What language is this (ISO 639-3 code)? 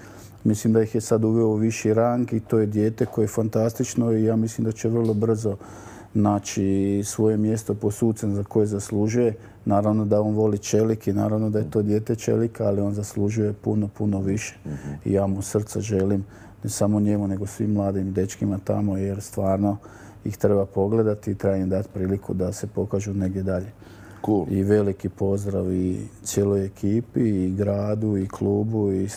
hrv